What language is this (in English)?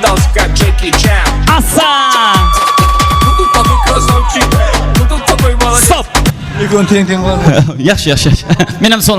Kara-Kalpak